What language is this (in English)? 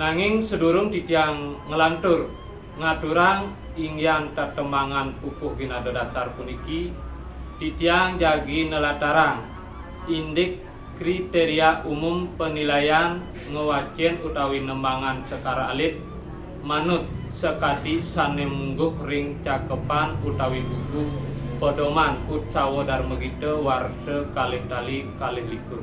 Balinese